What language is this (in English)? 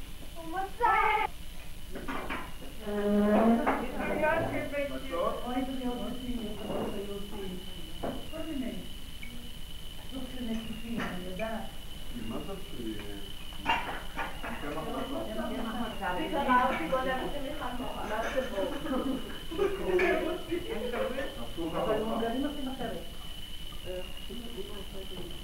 Hebrew